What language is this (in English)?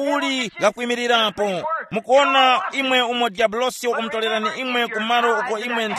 Tumbuka